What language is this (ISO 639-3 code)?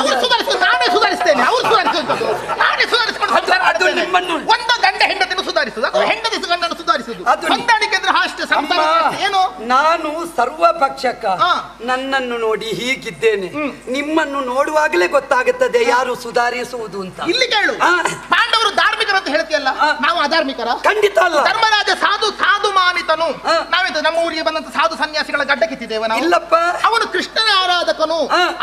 kan